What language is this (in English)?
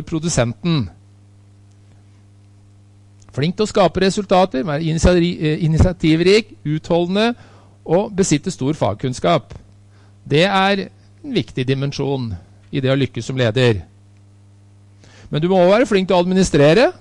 Norwegian